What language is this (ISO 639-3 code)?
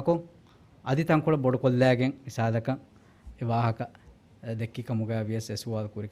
div